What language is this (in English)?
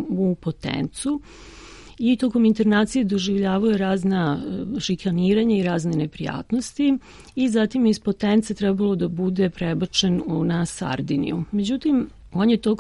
Serbian